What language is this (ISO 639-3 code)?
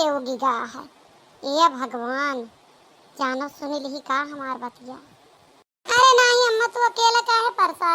awa